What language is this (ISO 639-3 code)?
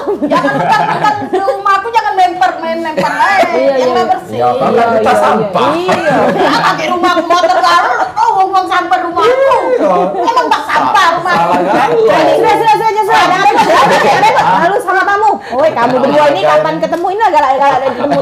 mui